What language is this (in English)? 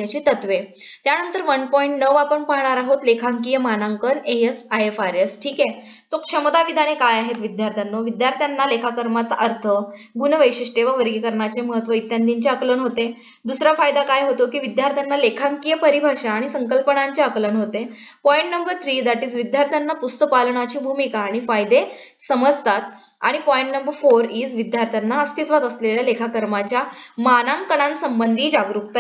Marathi